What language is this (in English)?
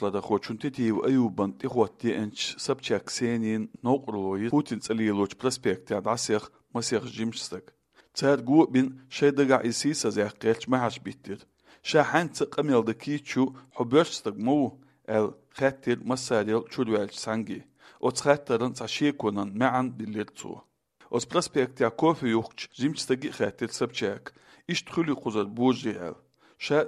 Chechen